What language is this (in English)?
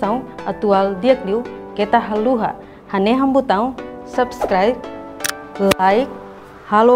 Tetum